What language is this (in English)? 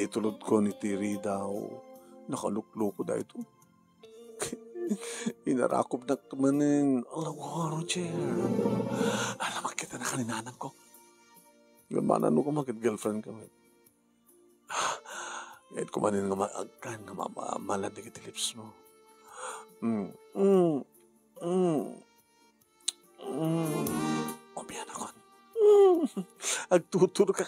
Iloko